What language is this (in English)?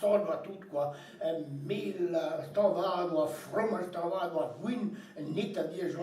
Breton